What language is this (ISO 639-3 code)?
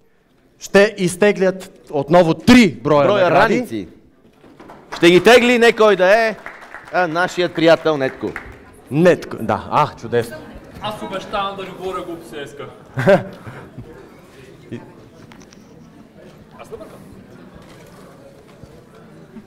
bul